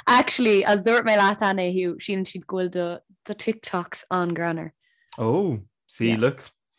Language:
Irish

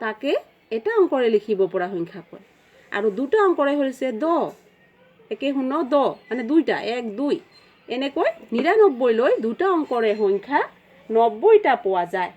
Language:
Assamese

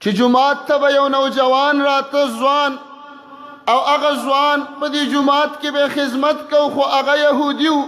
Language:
Pashto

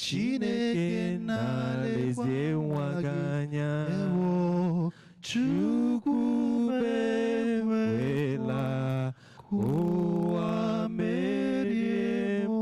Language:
Igbo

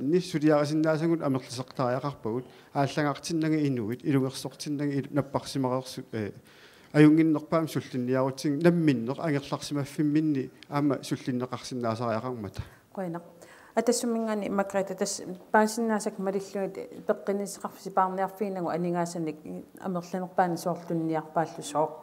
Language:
Kalaallisut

